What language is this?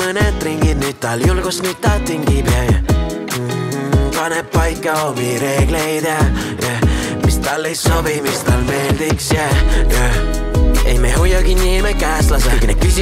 Estonian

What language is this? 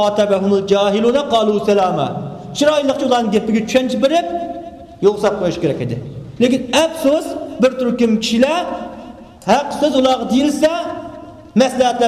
Uyghur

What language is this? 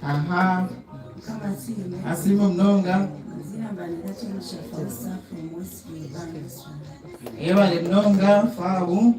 Nyankole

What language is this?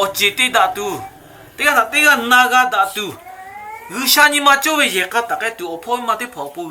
Lahu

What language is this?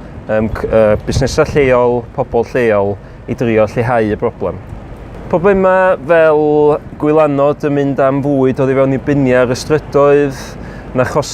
Welsh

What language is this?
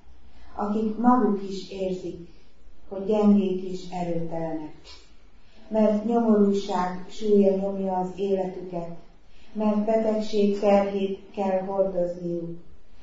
Hungarian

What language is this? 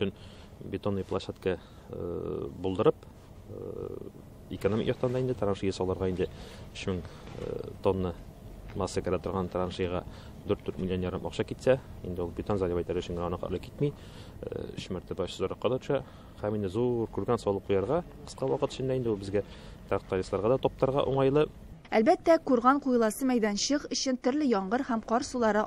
Tatar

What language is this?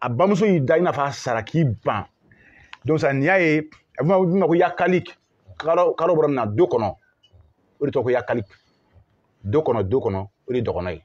Bambara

